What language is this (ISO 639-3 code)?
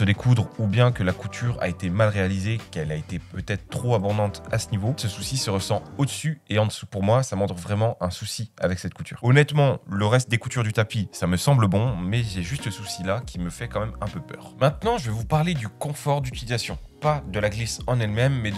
fra